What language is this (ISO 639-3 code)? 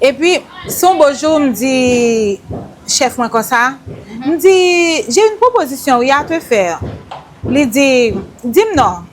hat